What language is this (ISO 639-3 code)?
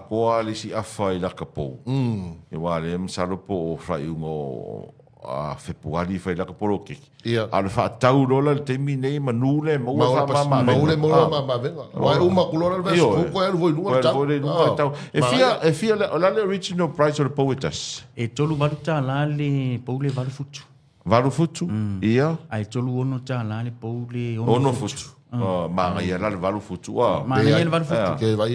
smo